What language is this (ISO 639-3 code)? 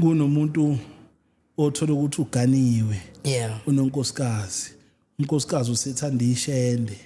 zul